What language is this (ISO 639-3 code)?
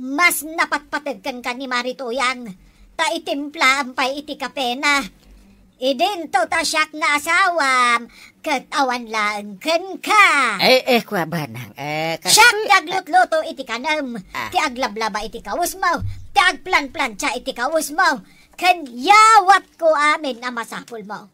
ilo